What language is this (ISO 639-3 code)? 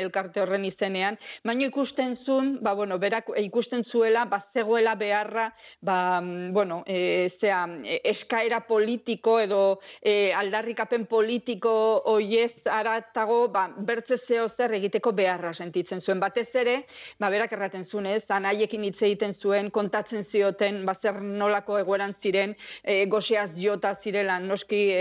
eus